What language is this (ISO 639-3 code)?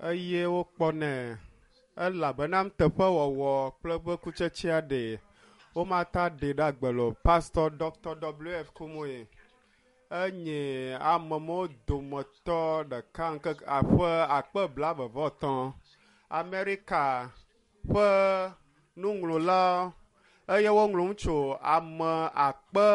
ewe